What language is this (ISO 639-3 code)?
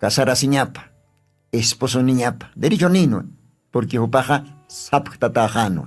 aym